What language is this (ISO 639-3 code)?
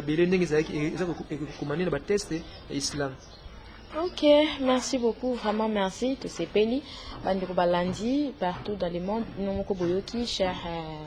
lin